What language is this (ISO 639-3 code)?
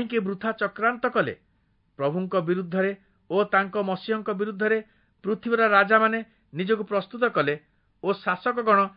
ori